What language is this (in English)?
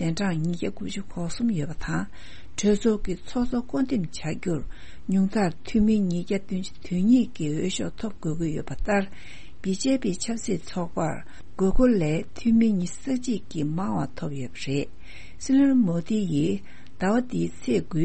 Tibetan